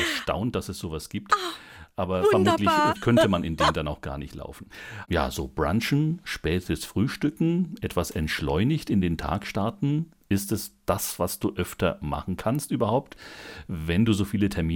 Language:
German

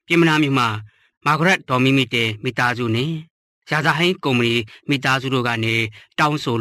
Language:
Burmese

